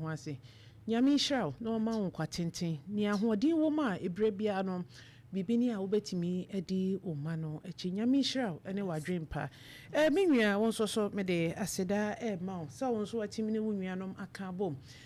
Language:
Akan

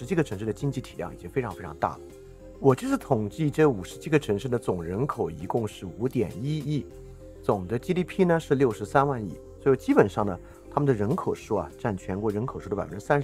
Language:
Chinese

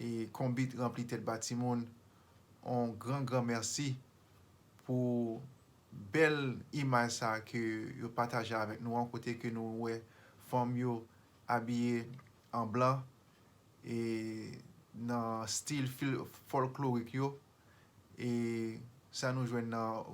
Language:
Haitian Creole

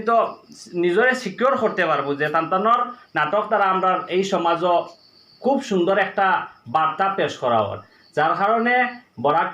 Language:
Sylheti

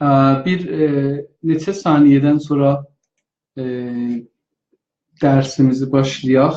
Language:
South Azerbaijani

